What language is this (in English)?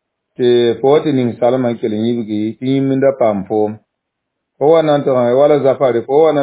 Mossi